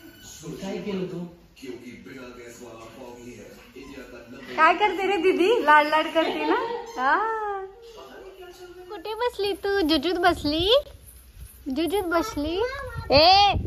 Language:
Marathi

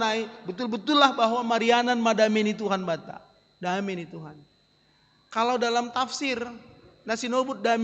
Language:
Batak Simalungun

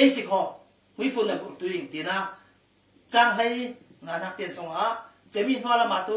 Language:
Falam Chin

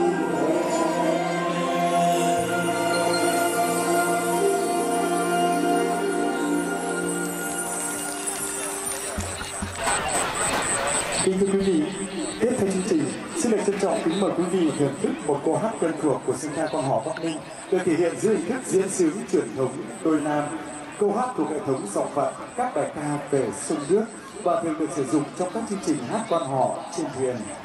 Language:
Vietnamese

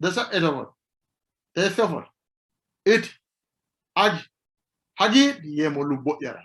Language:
Sidamo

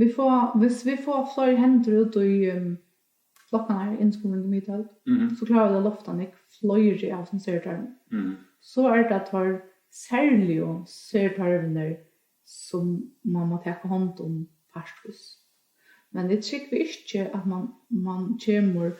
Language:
Faroese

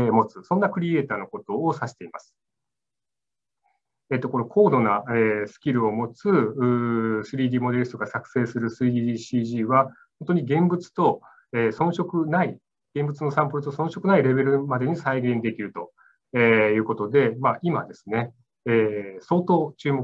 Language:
Japanese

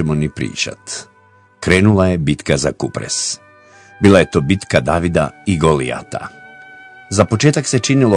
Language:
Croatian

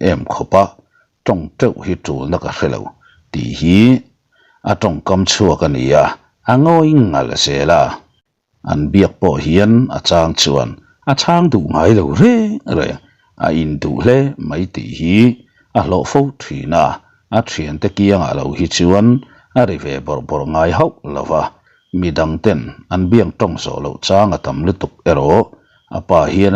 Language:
Mizo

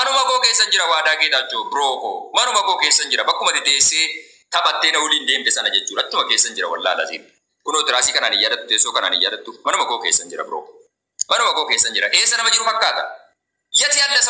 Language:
Oromo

